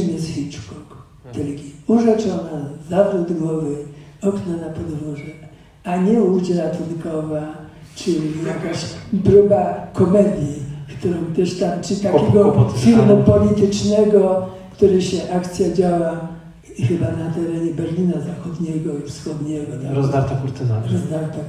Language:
Polish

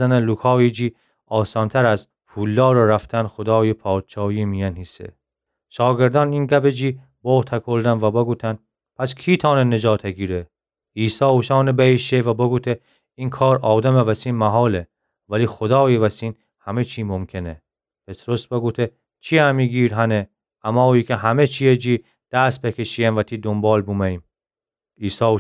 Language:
Gilaki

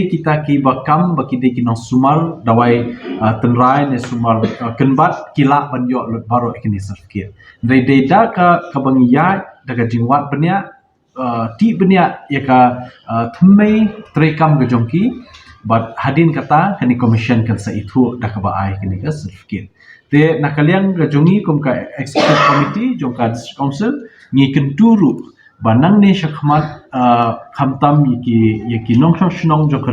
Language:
Khasi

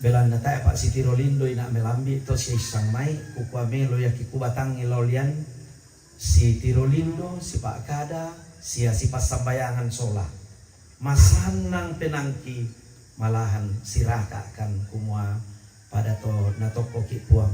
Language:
Toraja-Sa'dan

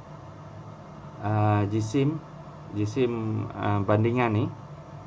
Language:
Malay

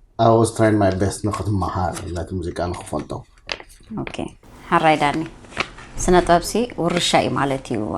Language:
Tigrinya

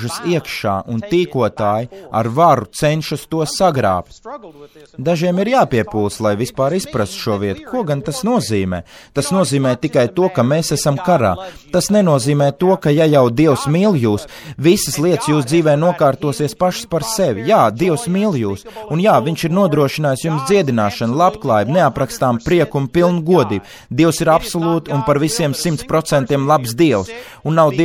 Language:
Latvian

